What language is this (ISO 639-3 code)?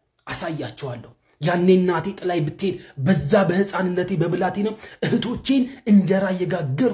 amh